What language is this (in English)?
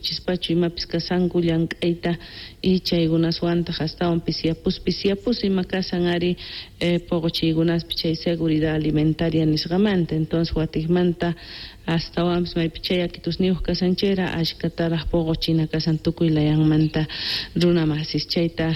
South Bolivian Quechua